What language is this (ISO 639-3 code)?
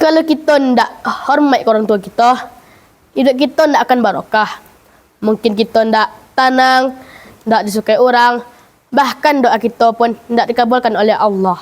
min